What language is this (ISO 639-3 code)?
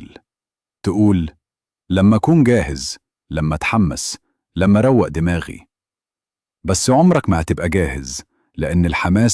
arz